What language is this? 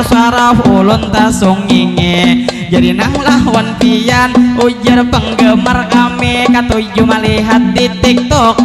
Banjar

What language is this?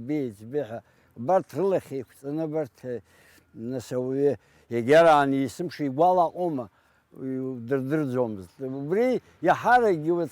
Abkhazian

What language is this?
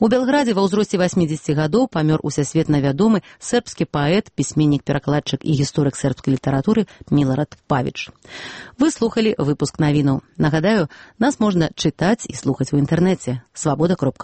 Belarusian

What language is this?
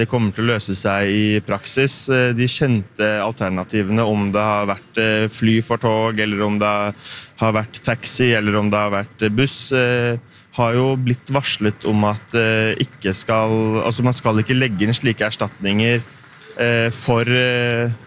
Norwegian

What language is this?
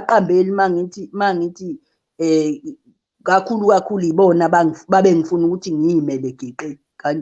Zulu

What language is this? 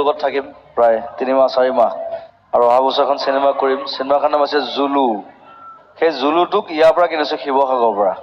Assamese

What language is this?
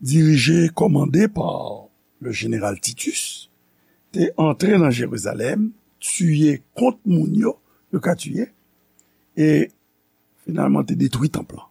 Haitian Creole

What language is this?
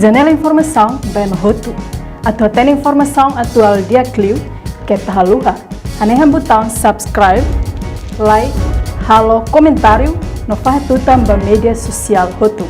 Tetum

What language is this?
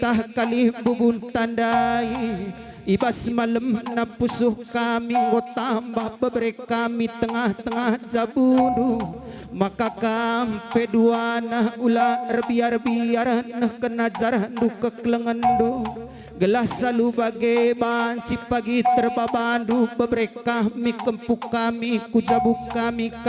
Batak Karo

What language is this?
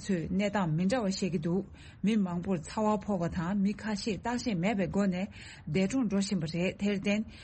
Tibetan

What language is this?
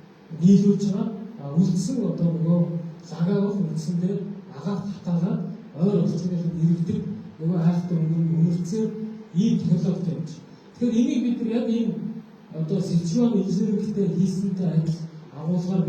Mongolian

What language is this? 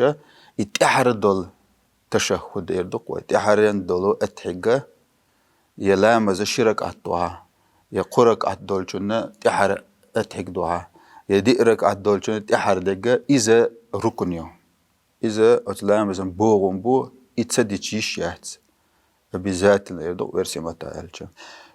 Chechen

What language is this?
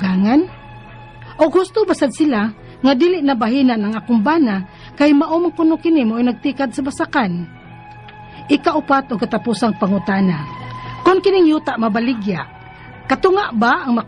Cebuano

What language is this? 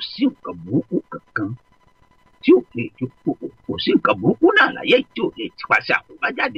Yoruba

